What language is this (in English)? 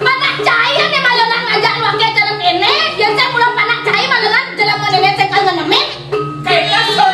Balinese